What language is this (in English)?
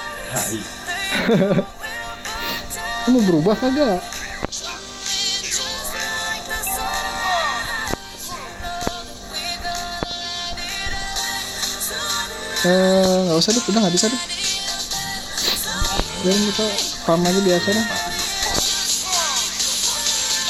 Indonesian